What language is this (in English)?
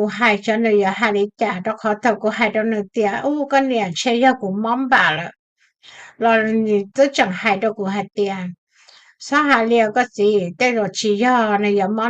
Hmong